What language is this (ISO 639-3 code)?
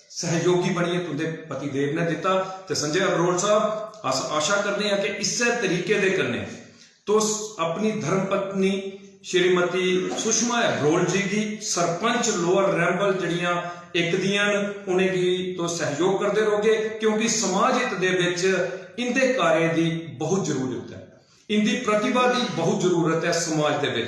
doi